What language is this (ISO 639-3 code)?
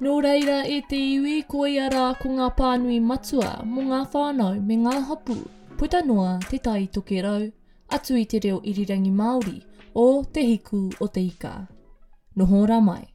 mri